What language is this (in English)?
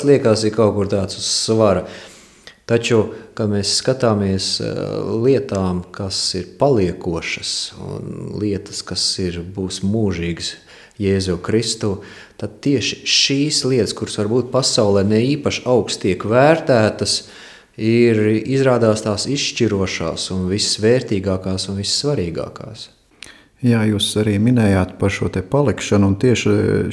Latvian